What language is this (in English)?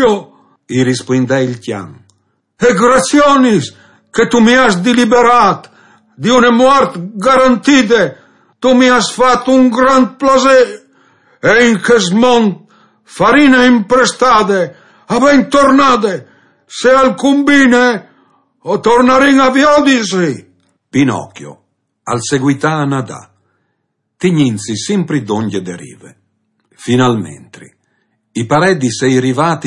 Friulian